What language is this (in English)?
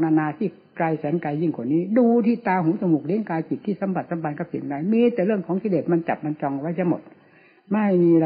Thai